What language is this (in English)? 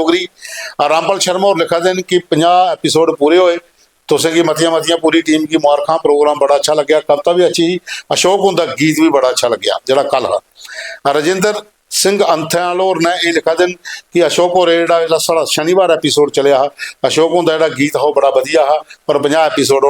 Dogri